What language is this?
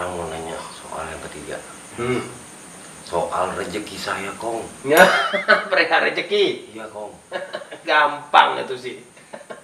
Betawi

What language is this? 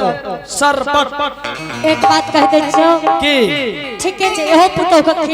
Angika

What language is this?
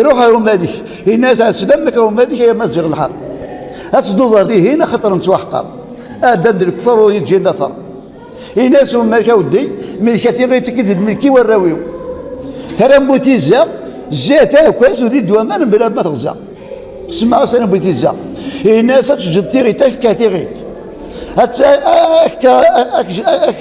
Kabyle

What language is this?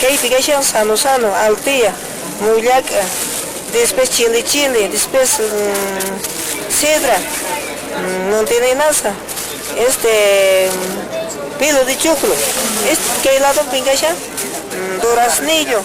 Quechua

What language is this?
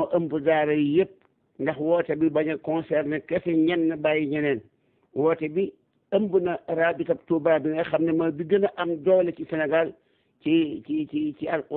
Wolof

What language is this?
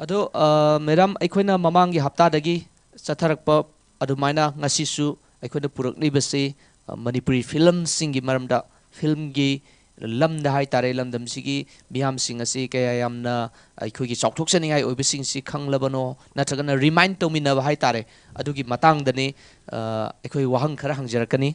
Manipuri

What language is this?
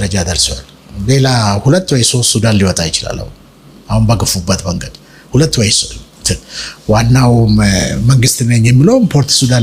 Amharic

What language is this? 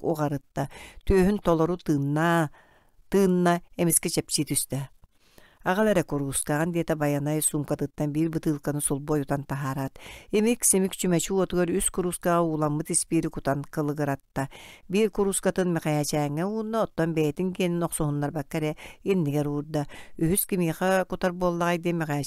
Yakut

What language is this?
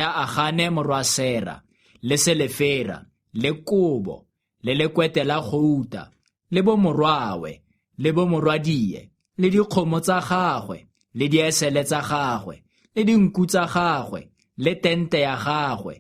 Tswana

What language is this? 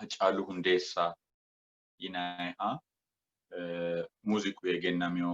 Sidamo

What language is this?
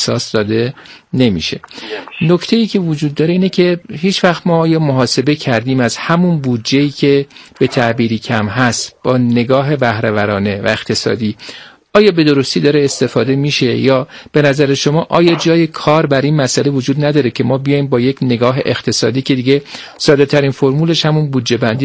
Persian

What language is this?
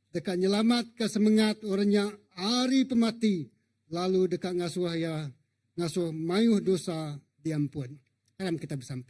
Iban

